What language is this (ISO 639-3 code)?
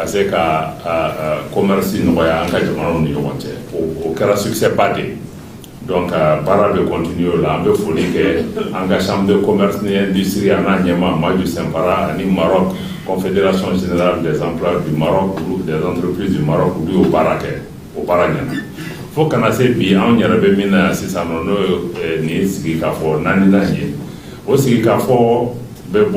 bam